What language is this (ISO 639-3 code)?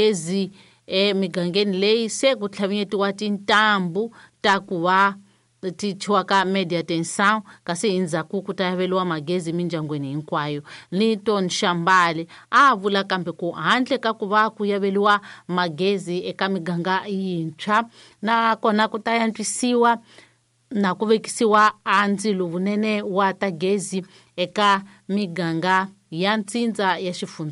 tso